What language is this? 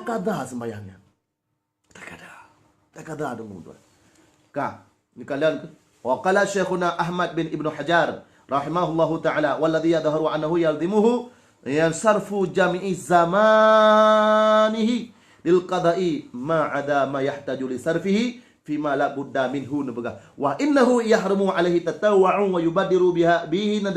Achinese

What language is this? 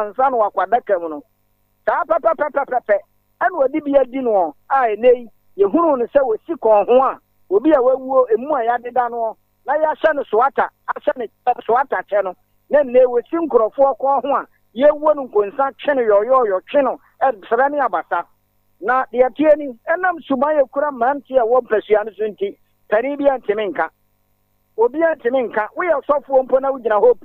Akan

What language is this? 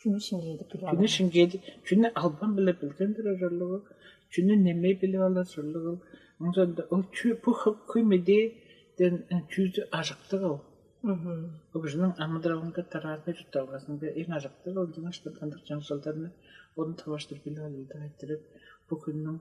Tuvinian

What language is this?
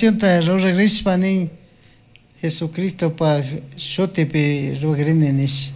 Chimborazo Highland Quichua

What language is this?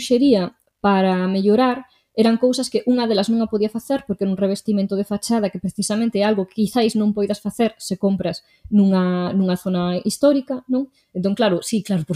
Galician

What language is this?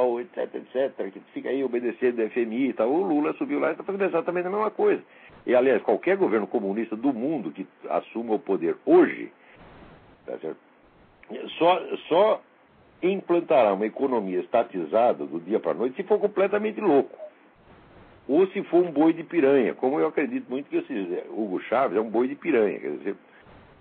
Portuguese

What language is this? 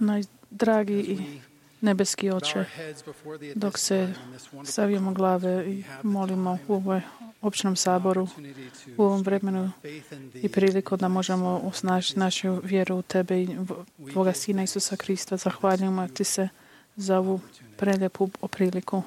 Croatian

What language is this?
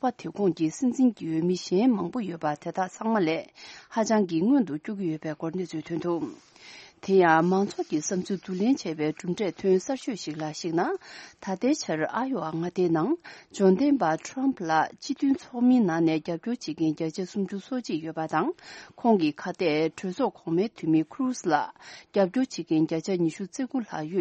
Tibetan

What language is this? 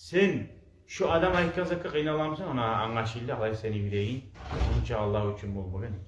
Kumyk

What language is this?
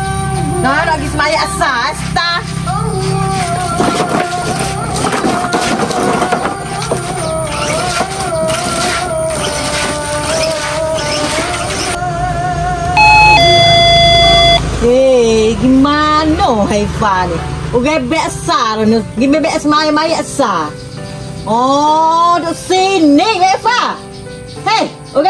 Malay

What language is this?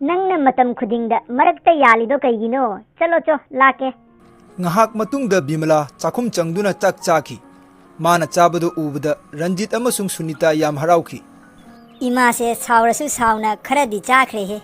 Manipuri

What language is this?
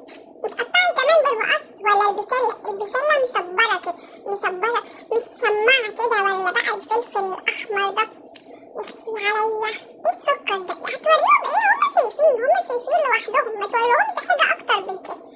Egyptian Arabic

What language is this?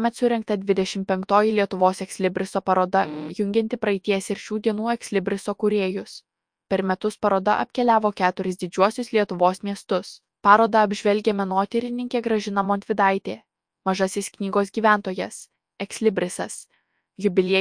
Lithuanian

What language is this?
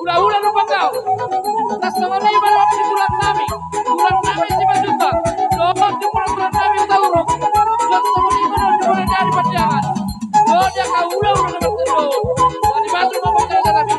Batak Toba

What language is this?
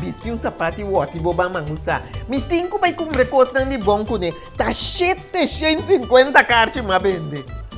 Papiamento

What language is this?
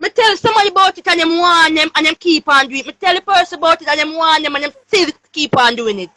Jamaican Creole English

